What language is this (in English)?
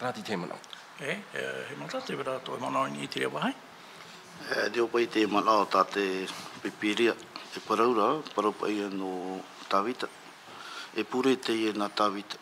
Tahitian